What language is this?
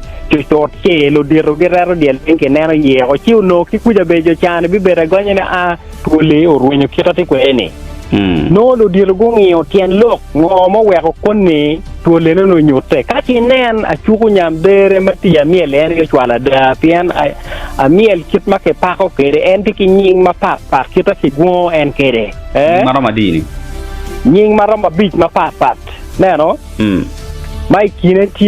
Acoli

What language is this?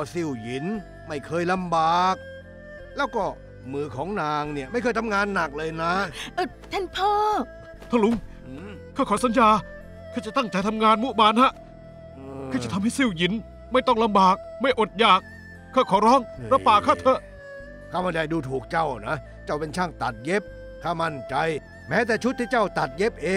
Thai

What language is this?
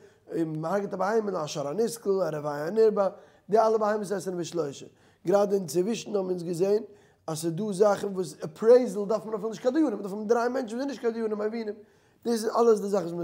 Yiddish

